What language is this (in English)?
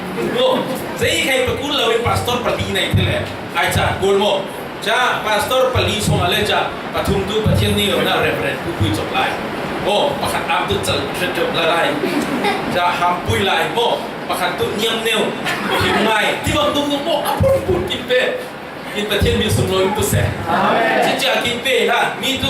Falam Chin